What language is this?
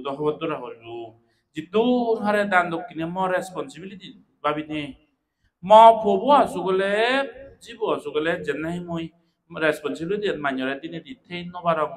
Chakma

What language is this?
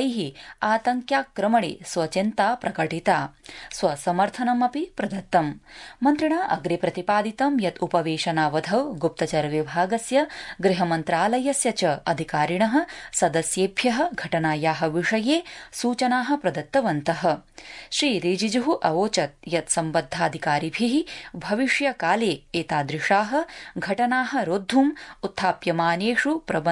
Sanskrit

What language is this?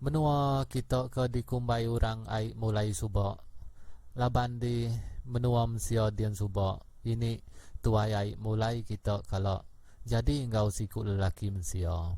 Iban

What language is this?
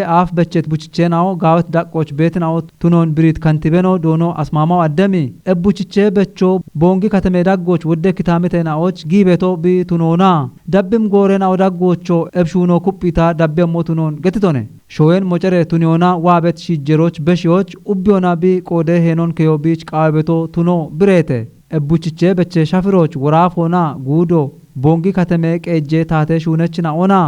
Kafa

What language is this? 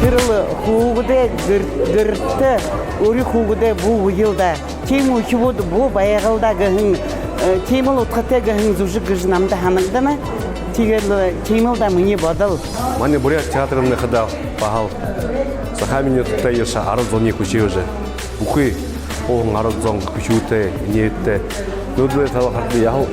Buriat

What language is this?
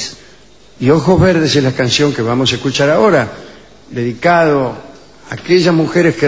Spanish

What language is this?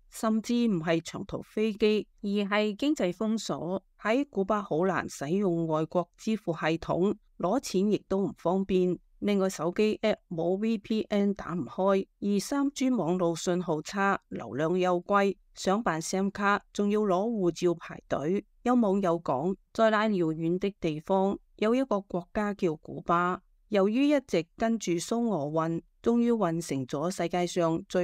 Cantonese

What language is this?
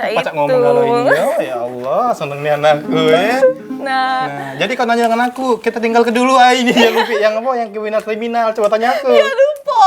Musi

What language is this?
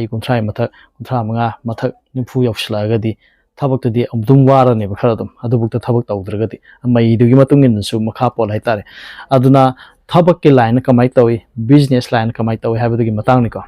Manipuri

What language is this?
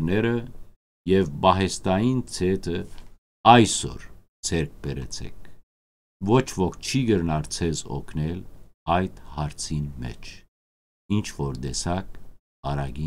Western Armenian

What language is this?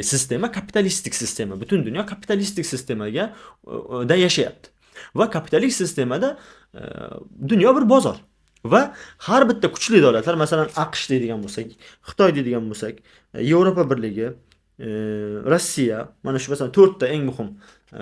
Uzbek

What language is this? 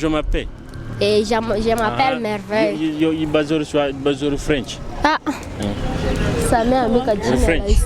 Nyoro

